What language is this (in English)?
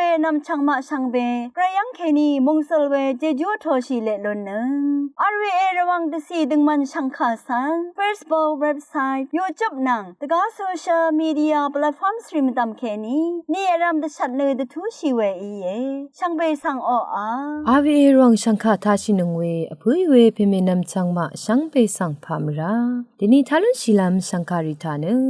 Rawang